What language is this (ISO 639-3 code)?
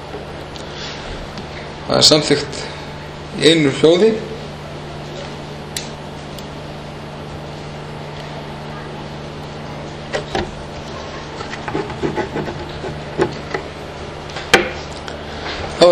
isl